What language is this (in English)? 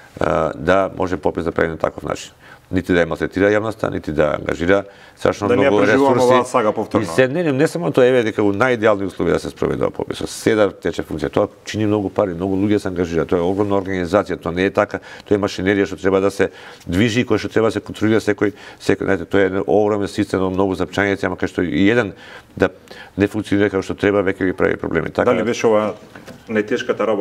Macedonian